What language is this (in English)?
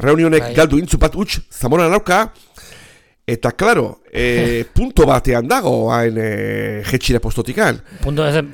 Basque